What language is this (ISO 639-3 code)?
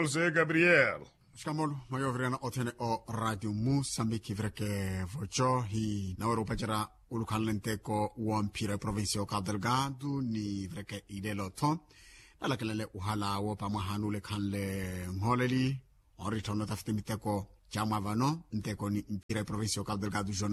vmw